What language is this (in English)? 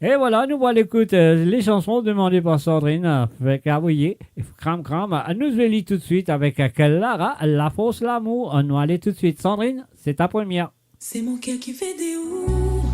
Morisyen